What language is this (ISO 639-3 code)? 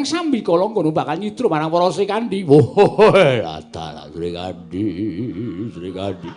jav